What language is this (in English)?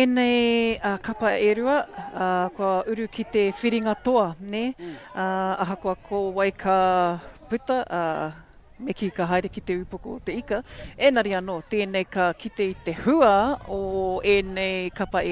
Māori